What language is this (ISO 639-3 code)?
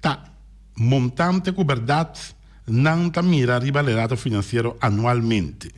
pap